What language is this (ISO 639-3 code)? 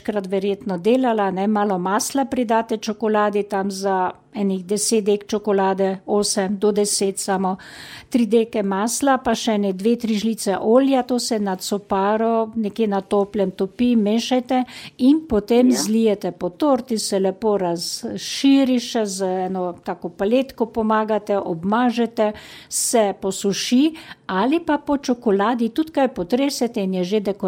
slv